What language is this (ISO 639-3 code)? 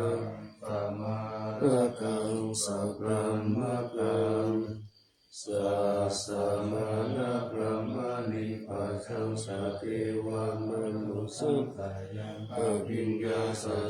pli